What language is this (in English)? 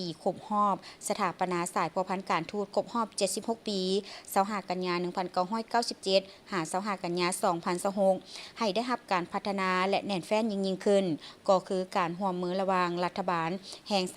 Lao